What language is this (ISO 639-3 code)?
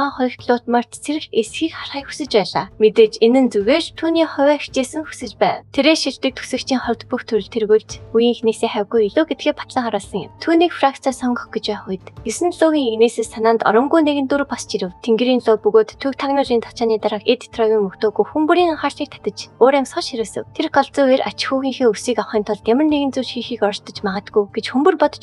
mon